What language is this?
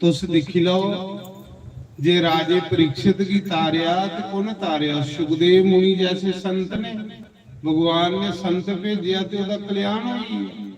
Dogri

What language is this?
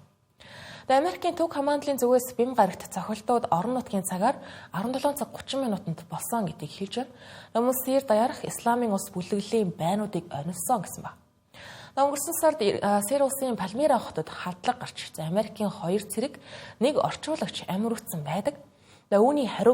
Mongolian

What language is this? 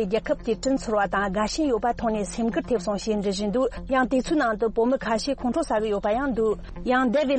Tibetan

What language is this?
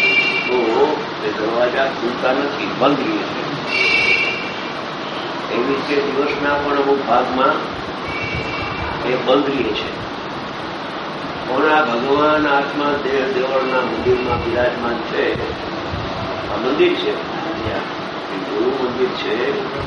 Gujarati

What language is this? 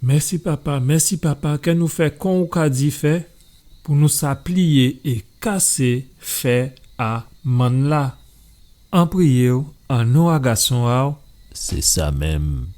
Guadeloupean Creole French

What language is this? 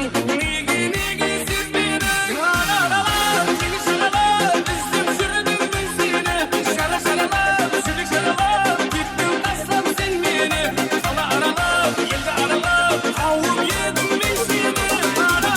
Kara-Kalpak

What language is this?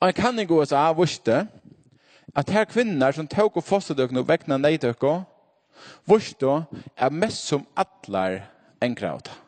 Faroese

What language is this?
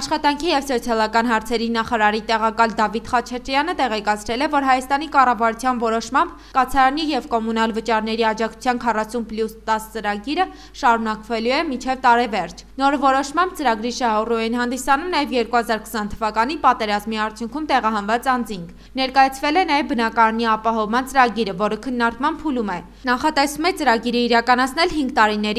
Armenian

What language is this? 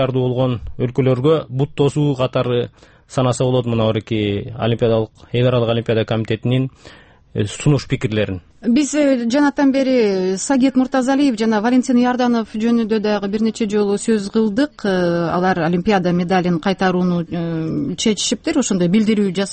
Kyrgyz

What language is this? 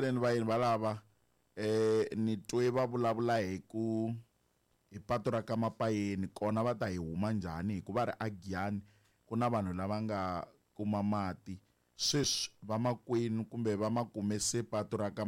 Tsonga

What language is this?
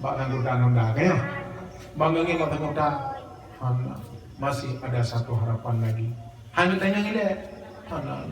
Achinese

